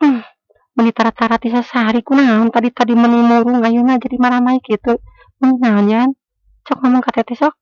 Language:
Sundanese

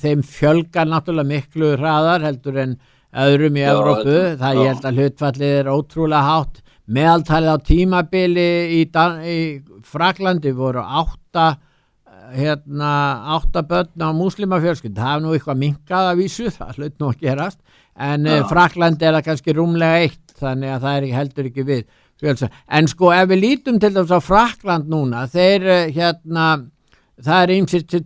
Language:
Icelandic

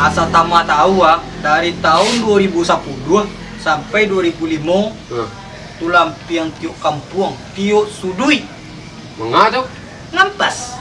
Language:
Minangkabau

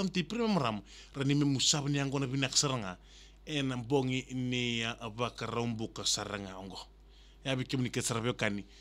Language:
Fijian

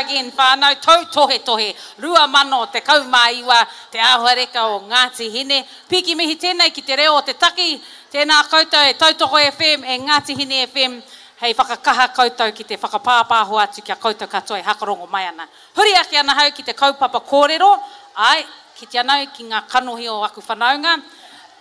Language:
Māori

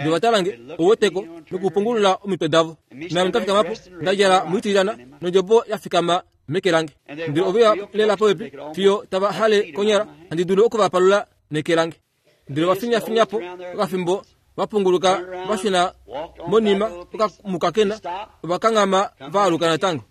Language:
Kuanyama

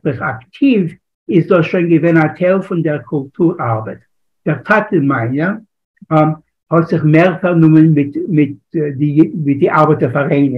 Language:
Yiddish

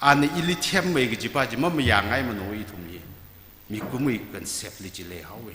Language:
Tangkhul Naga (India)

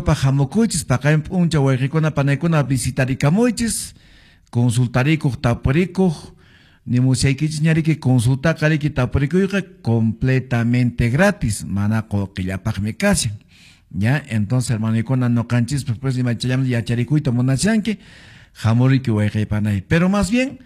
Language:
Quechua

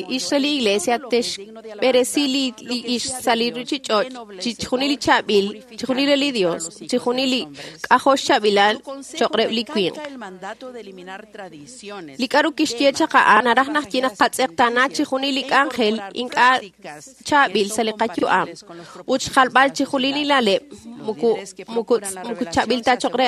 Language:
Kekchí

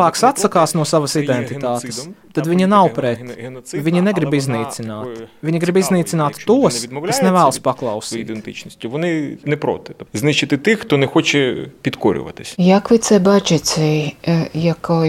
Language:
Latvian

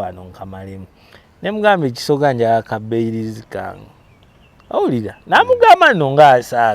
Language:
Ganda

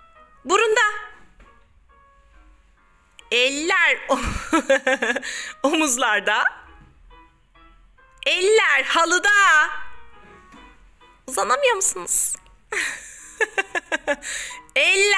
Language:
Turkish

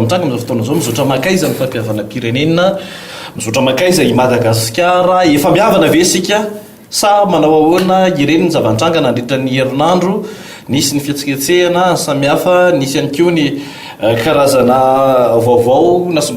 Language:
Malagasy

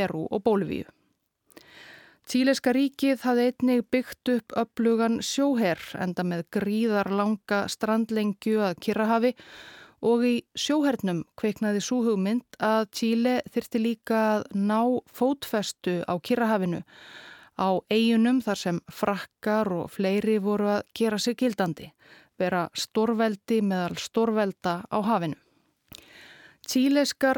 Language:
Icelandic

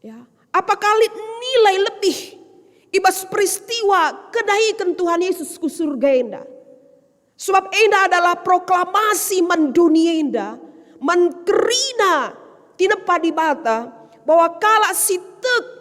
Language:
Batak Karo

